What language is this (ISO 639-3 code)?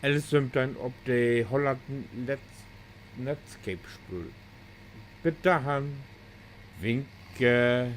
nds